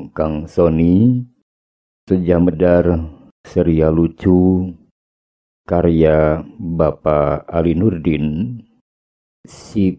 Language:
Sundanese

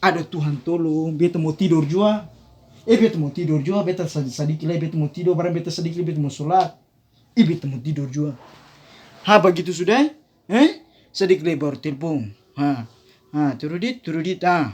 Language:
Ambonese Malay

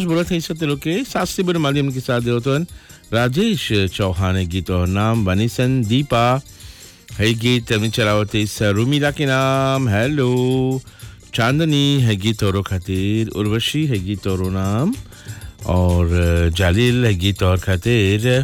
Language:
Bhojpuri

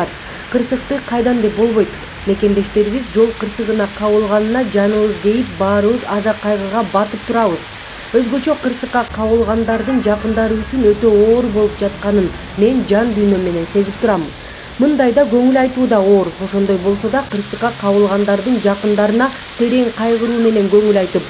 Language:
Kyrgyz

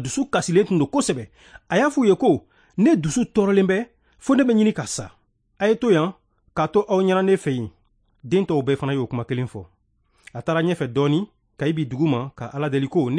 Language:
Bambara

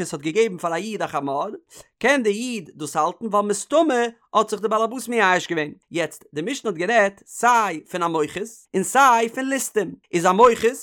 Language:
Yiddish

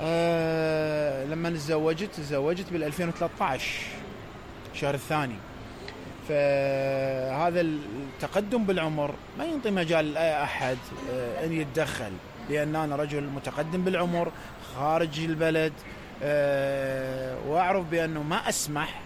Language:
Mesopotamian Arabic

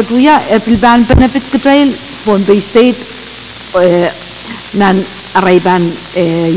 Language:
Pohnpeian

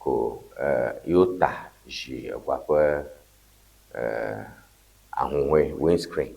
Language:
Ewe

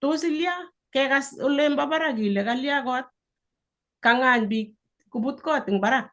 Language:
Kalenjin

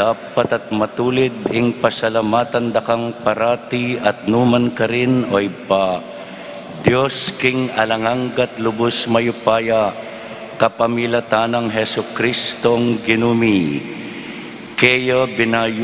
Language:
Pampanga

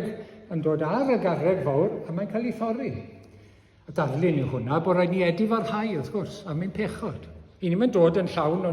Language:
Welsh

